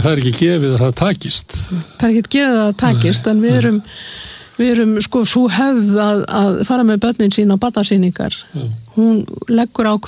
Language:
Icelandic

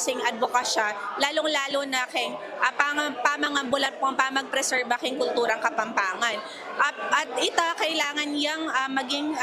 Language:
Pampanga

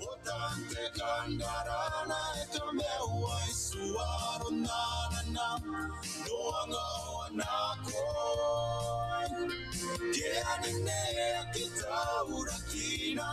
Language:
Gilbertese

